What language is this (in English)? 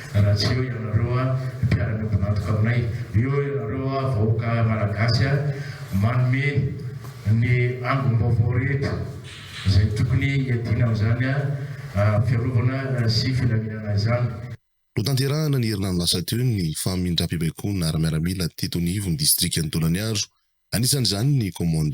Malagasy